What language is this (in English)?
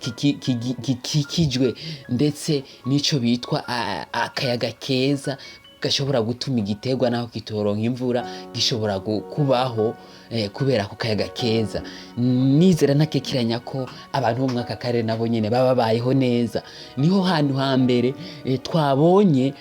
Rundi